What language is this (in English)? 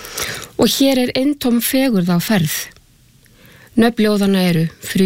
Icelandic